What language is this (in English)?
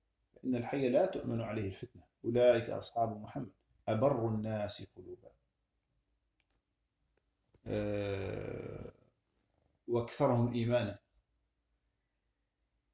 Danish